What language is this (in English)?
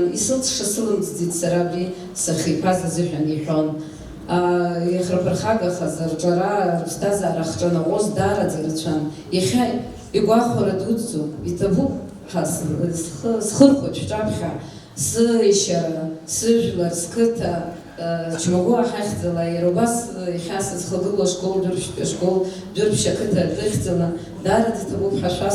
Abkhazian